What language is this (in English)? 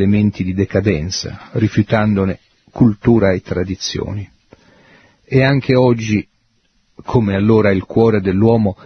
Italian